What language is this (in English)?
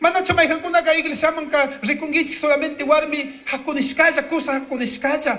Chimborazo Highland Quichua